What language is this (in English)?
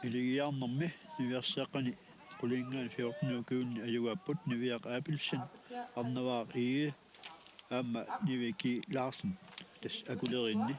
Kalaallisut